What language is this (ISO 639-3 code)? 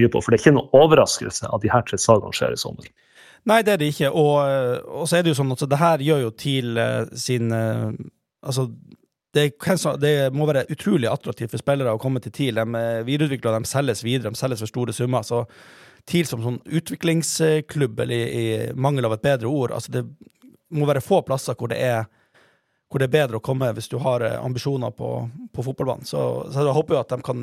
nor